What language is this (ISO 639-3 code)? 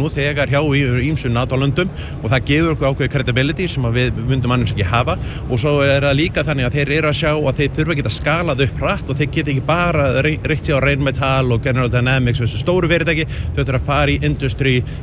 isl